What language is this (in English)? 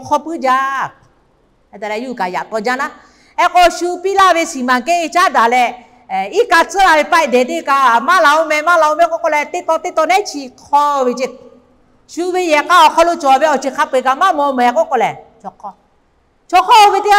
Lahu